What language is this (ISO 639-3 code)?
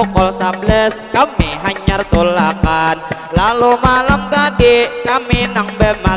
bjn